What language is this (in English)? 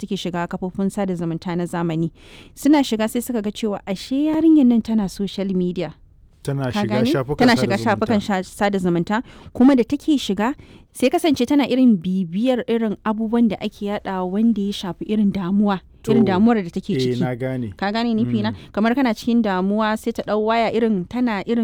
Hausa